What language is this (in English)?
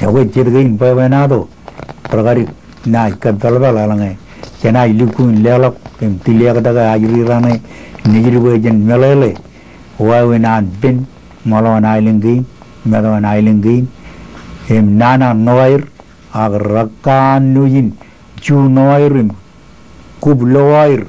Marshallese